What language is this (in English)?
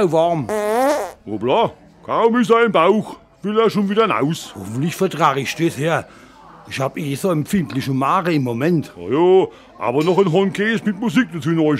Palatine German